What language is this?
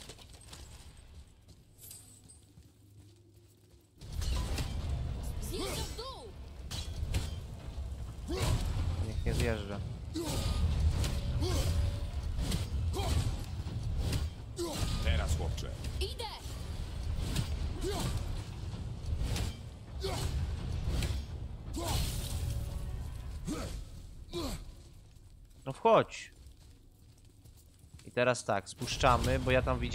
Polish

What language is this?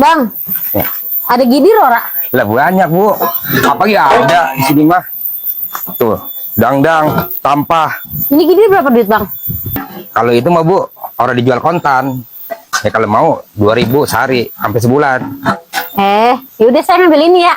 Betawi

